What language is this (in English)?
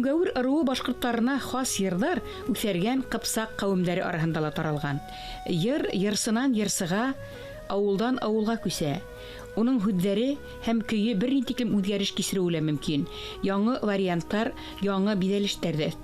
Bashkir